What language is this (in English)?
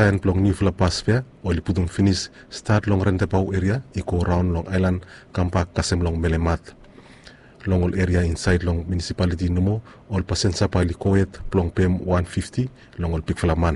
Bislama